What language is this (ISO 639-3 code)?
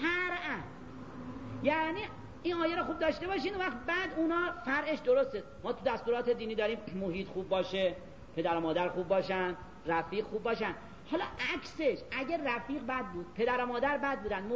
fas